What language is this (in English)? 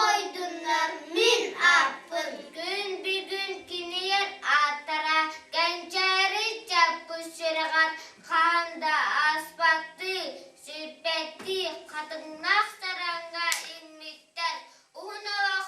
Yakut